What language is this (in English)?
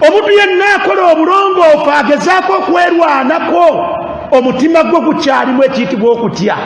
Ganda